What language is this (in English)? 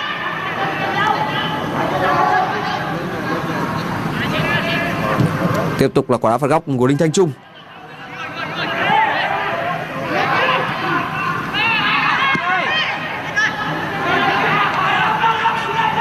Vietnamese